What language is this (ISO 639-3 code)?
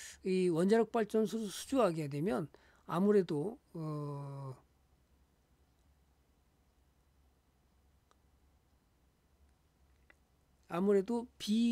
kor